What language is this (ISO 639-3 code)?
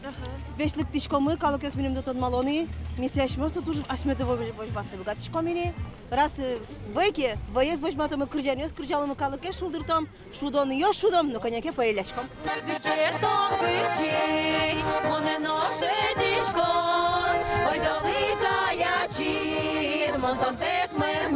udm